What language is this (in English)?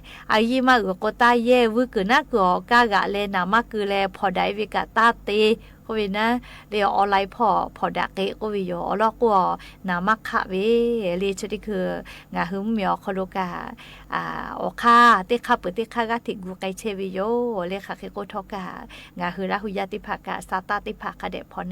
Lahu